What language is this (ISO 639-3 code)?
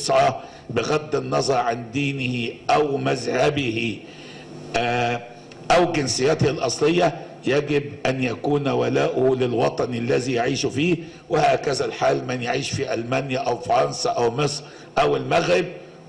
ara